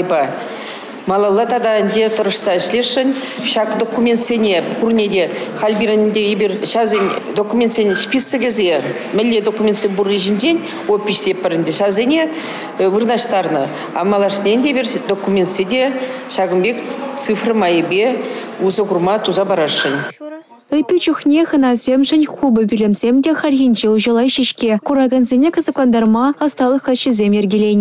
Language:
Chuvash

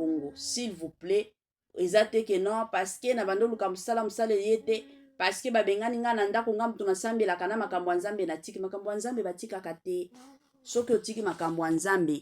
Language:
Lingala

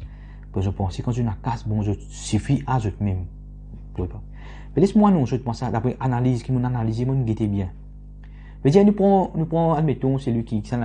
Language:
Morisyen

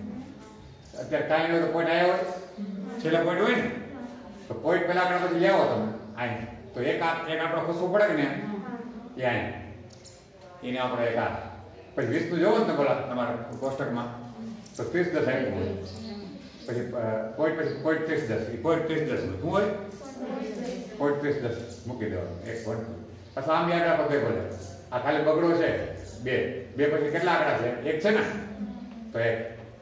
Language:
Gujarati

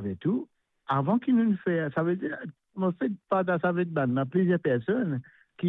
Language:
Morisyen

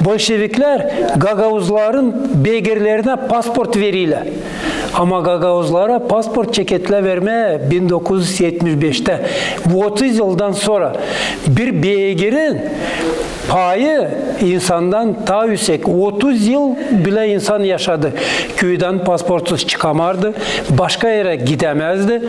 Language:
Gagauz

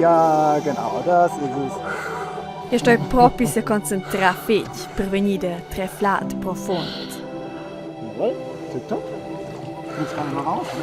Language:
Romansh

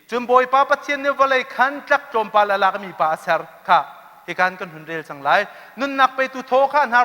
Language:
Hakha Chin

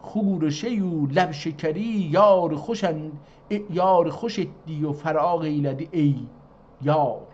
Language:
South Azerbaijani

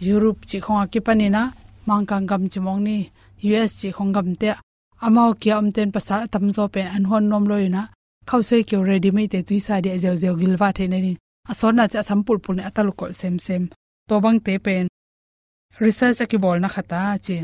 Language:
Tedim Chin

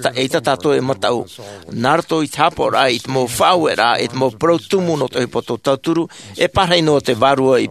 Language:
Tahitian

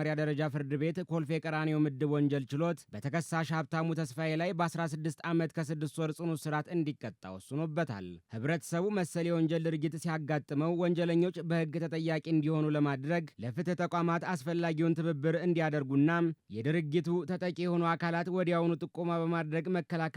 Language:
Amharic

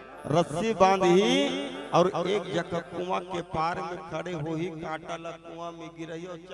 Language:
Chhattisgarhi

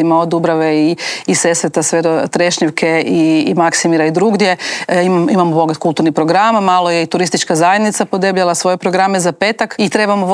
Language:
Croatian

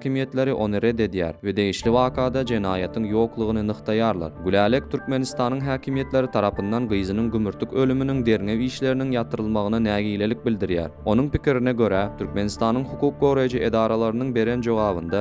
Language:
Turkmen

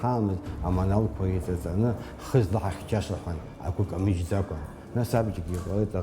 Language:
Abkhazian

